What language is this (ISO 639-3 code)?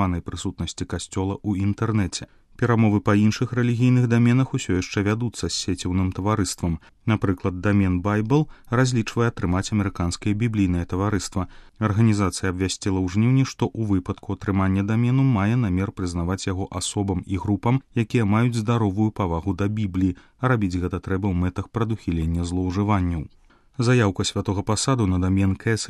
bel